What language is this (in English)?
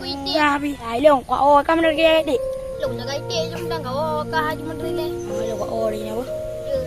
Achinese